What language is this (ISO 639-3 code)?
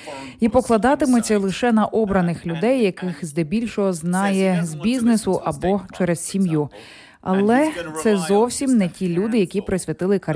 ukr